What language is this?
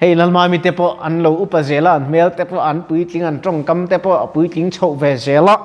Mizo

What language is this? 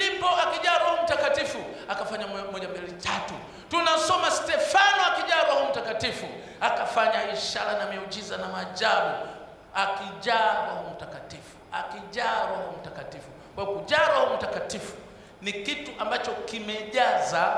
Swahili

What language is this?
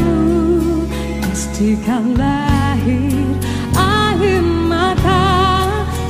Indonesian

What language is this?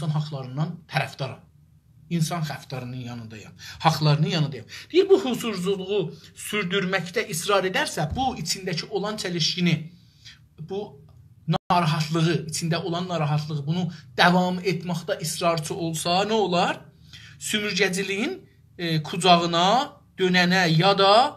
South Azerbaijani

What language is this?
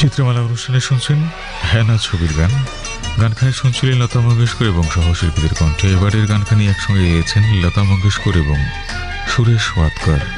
Bangla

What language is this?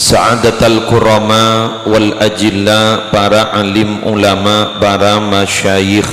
Madurese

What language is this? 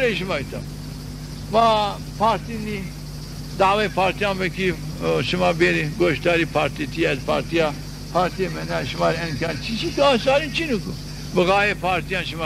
Zaza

